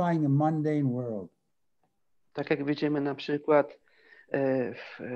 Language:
Polish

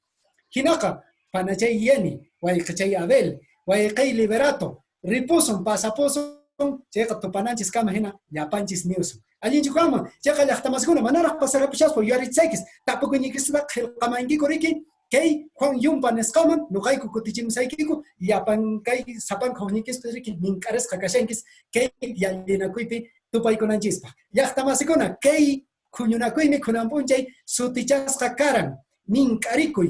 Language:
Quechua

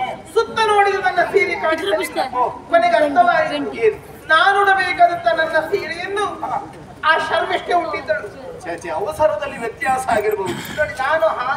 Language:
Kannada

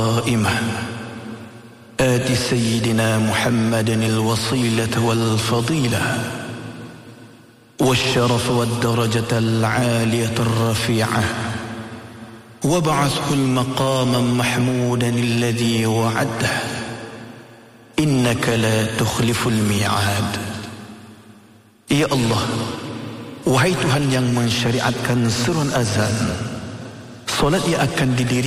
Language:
Malay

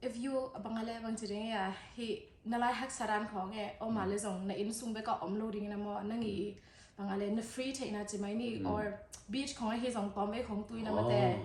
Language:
Tedim Chin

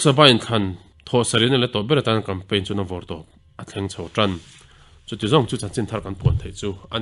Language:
Mizo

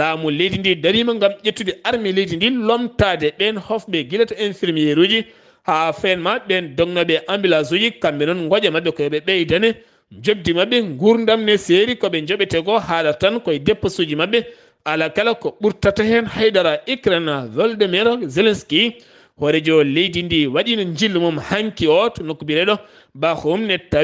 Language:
Fula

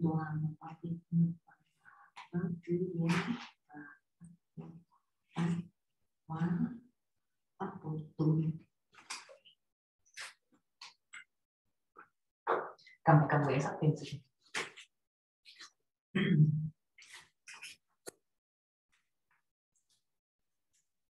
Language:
Vietnamese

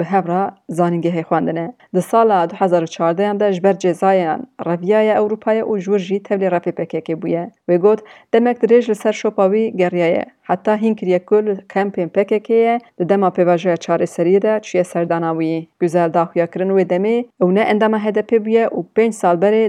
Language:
Kurdish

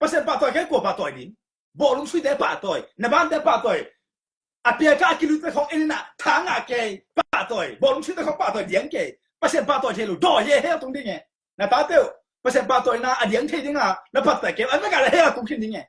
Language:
Tedim Chin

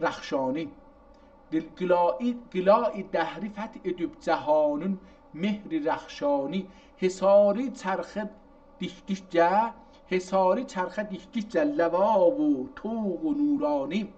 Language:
South Azerbaijani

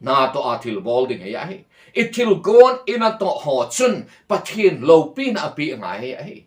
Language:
Thado Chin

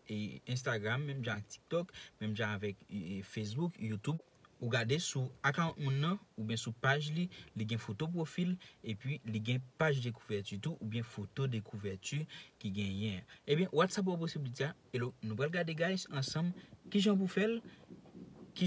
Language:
Haitian Creole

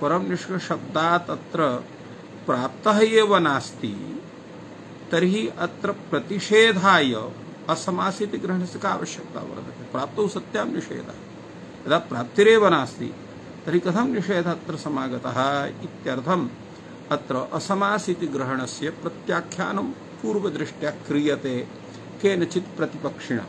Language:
Sanskrit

